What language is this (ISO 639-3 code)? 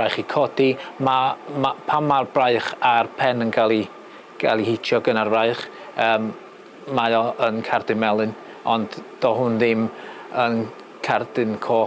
cym